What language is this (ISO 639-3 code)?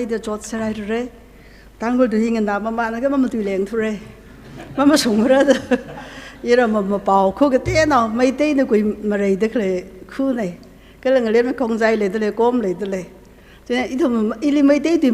nmf